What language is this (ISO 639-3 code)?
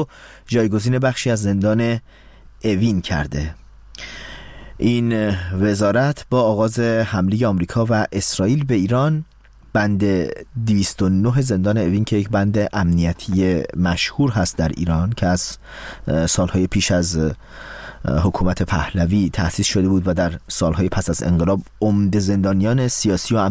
fas